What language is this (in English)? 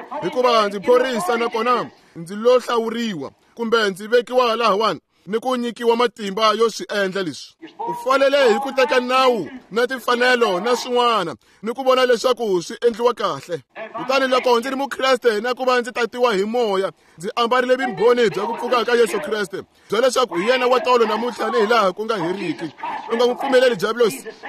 Tsonga